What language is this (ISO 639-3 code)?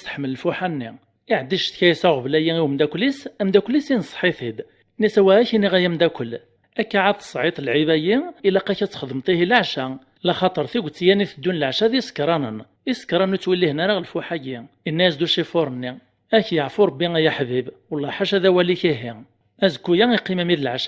kab